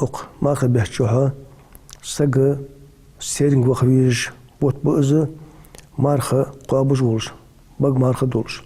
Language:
Ingush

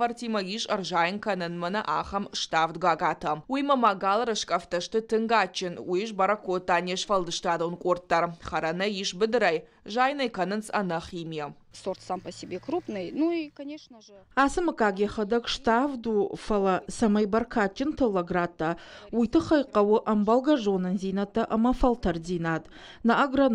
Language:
Ossetic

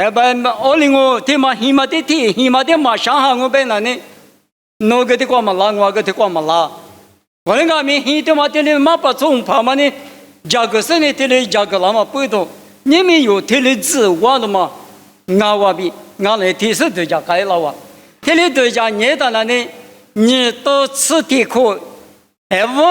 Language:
Lisu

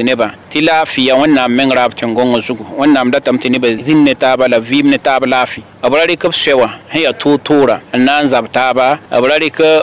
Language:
Mossi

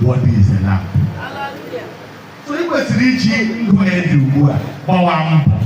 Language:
Igbo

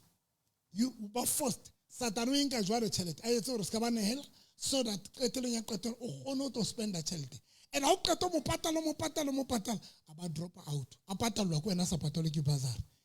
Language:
Southern Sotho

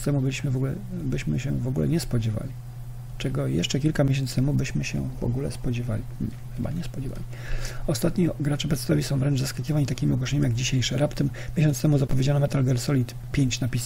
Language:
Polish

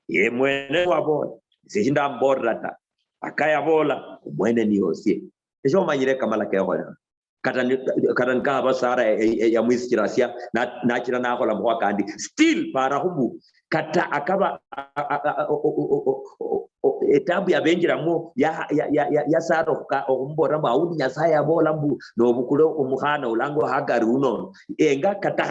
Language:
Luyia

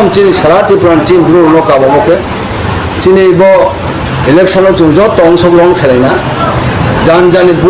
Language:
Riang (India)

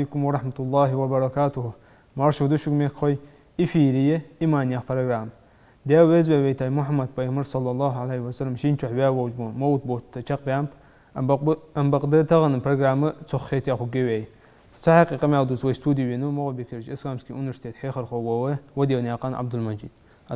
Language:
Ingush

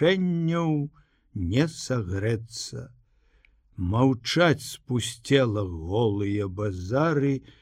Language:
Belarusian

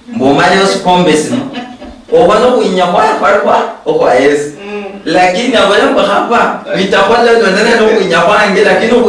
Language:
Luyia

